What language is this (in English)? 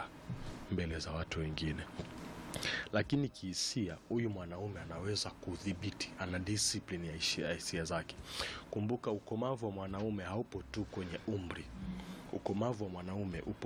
Swahili